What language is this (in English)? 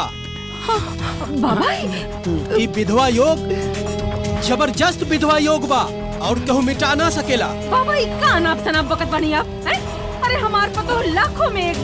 Bhojpuri